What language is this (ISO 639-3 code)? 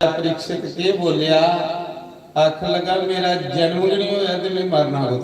doi